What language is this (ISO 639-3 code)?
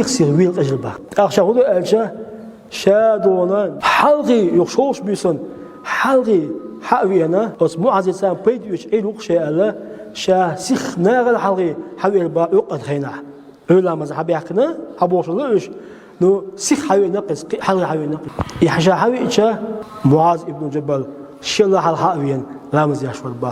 che